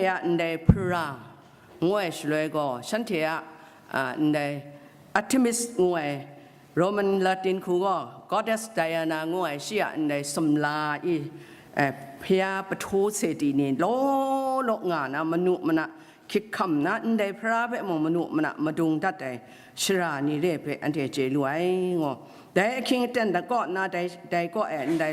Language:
Kachin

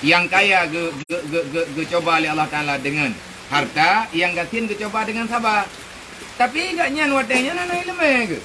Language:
Achinese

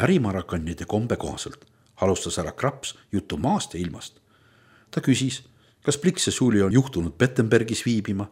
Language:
Estonian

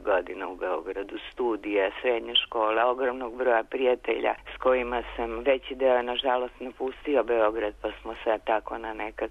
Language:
Serbian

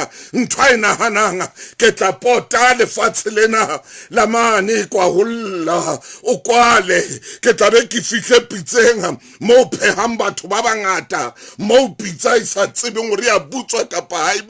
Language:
Southern Sotho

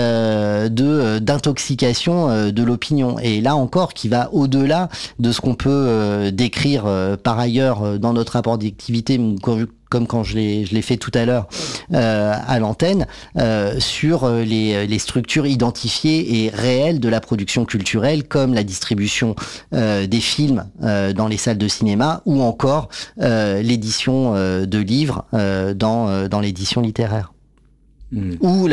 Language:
French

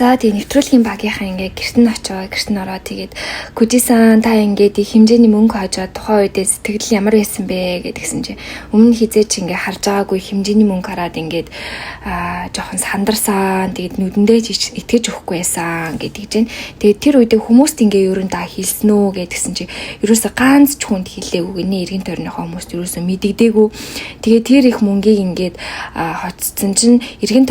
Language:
Mongolian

